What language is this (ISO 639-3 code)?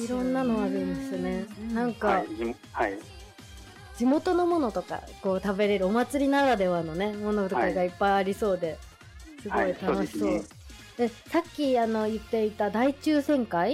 jpn